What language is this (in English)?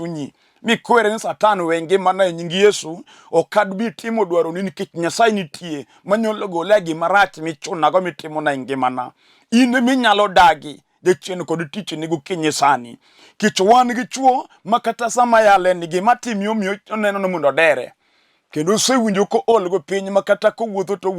Luo (Kenya and Tanzania)